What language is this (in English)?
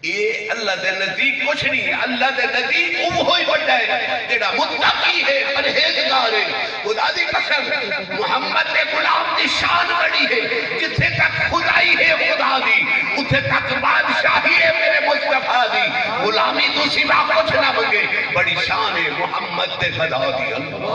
Saraiki